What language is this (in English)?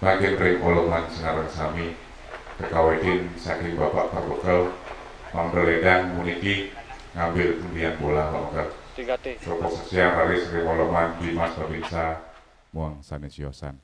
Balinese